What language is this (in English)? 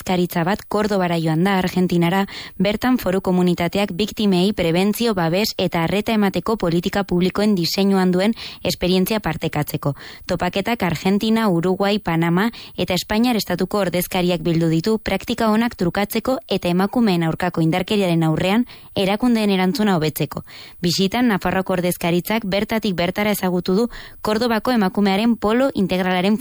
Basque